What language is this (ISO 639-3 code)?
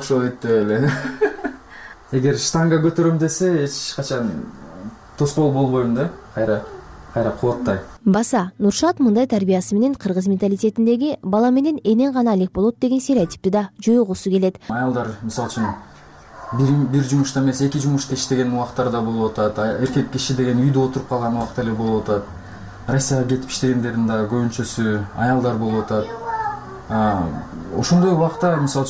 kir